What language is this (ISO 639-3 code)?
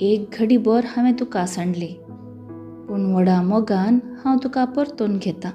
kok